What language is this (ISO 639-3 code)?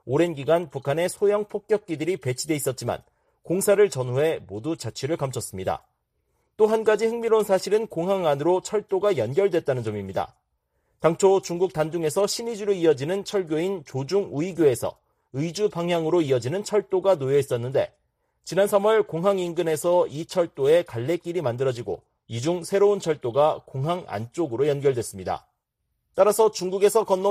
kor